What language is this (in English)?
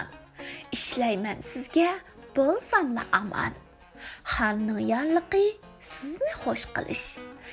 Uyghur